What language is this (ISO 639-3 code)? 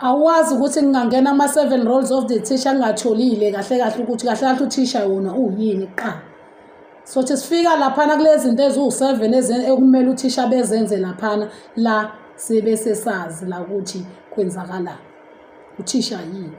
zul